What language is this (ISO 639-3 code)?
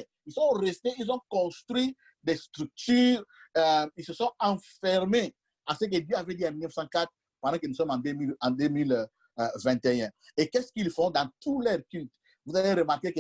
fra